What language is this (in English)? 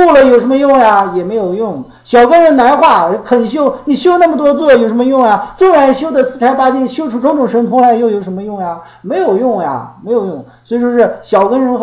Chinese